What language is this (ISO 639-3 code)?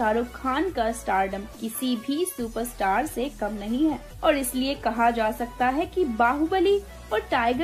hin